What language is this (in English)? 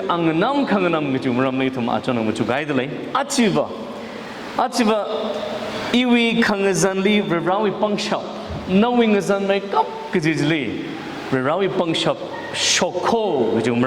Tangkhul Naga (India)